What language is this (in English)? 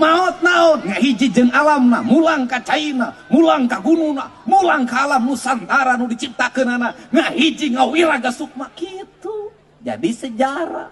Sundanese